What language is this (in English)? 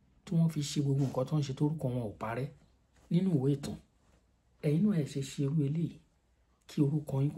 Yoruba